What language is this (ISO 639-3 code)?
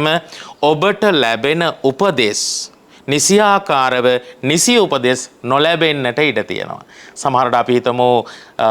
sin